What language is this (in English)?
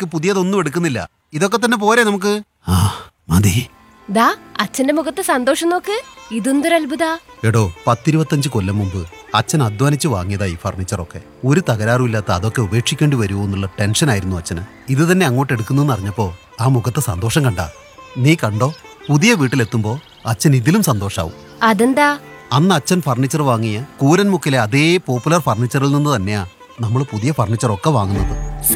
Malayalam